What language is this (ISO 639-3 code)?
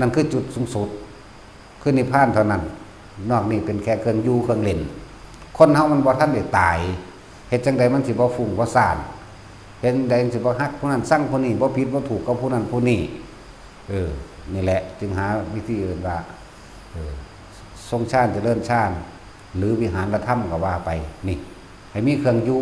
tts